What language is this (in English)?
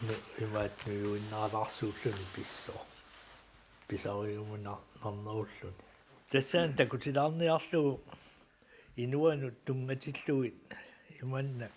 Kalaallisut